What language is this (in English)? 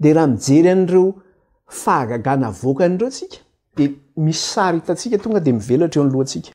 Malagasy